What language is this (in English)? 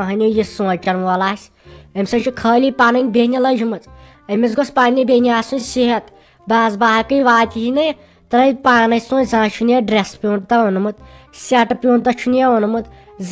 Kashmiri